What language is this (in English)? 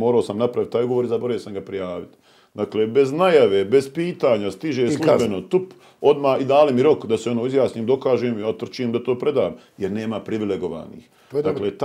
Bosnian